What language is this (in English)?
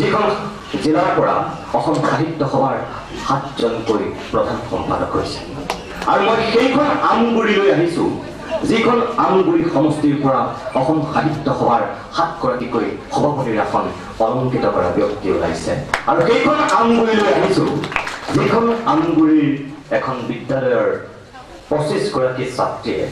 Assamese